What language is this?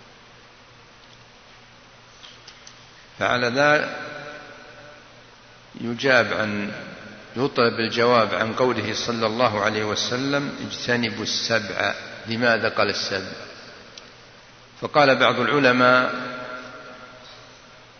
Arabic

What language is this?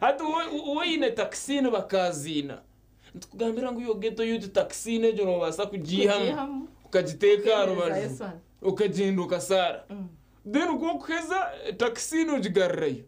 Nyankole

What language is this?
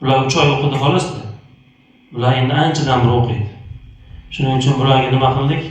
Uzbek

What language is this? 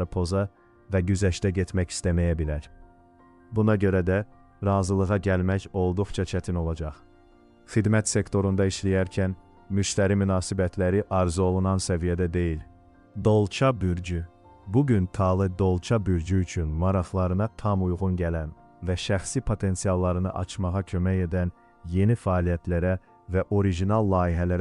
Azerbaijani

